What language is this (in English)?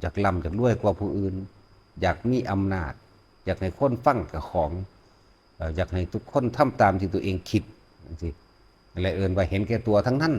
Northeastern Thai